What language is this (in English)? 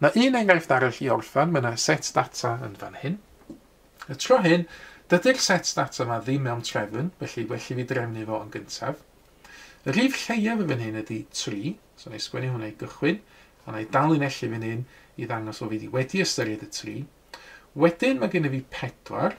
Welsh